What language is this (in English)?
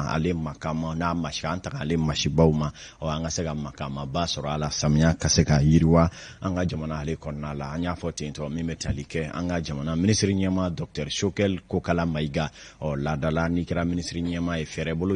Bambara